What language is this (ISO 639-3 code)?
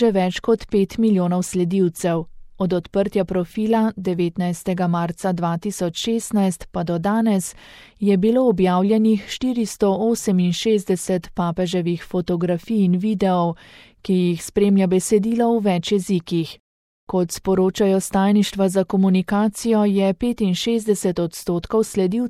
slv